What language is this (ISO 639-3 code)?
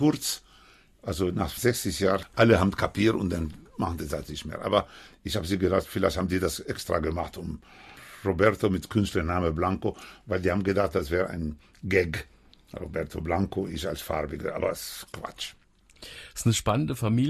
deu